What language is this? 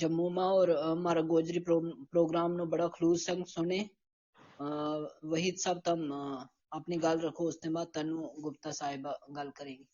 Gujari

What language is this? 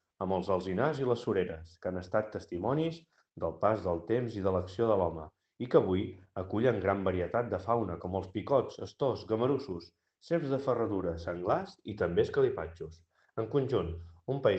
Catalan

